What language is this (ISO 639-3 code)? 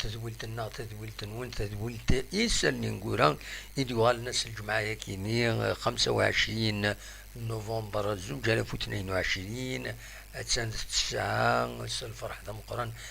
kab